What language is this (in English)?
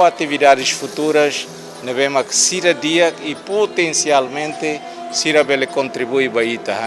Tetum